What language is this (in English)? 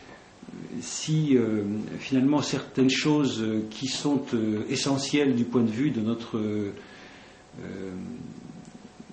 French